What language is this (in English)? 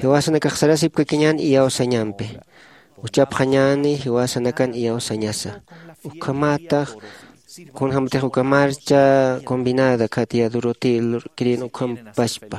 Aymara